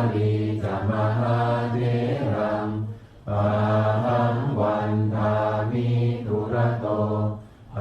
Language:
Pali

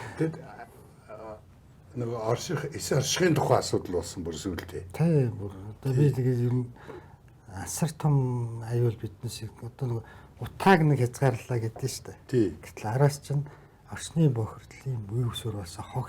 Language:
Mongolian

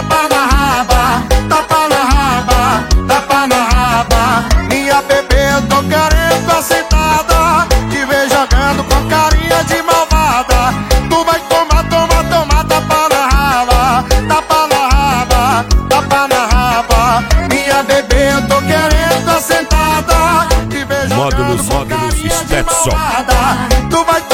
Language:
Portuguese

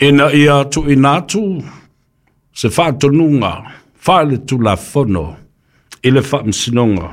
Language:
Samoan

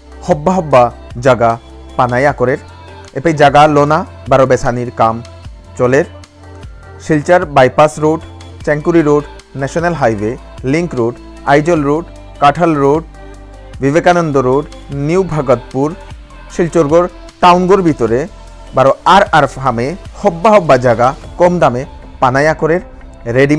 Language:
Bishnupriya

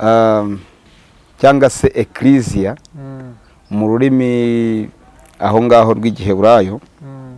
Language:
Kinyarwanda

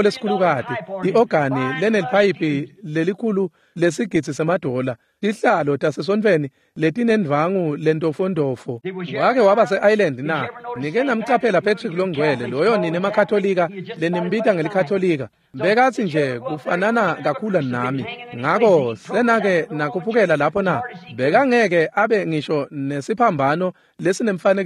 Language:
Swati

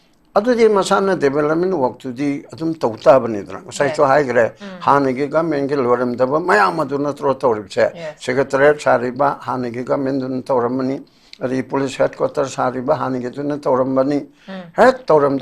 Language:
Manipuri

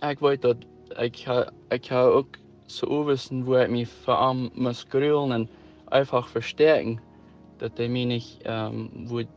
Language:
Plautdietsch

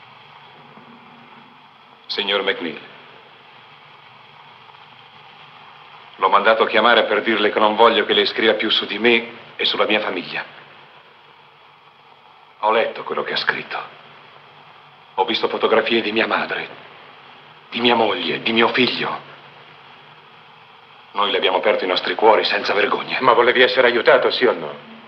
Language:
Italian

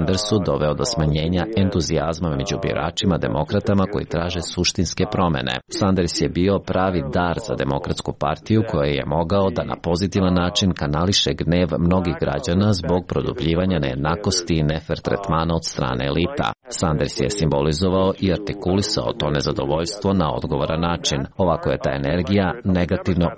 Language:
Serbian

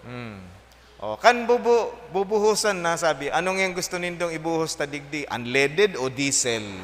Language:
Bikol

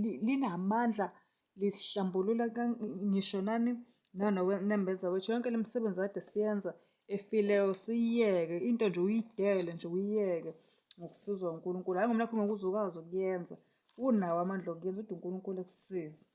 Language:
Zulu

